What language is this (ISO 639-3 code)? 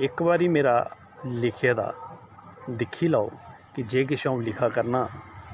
doi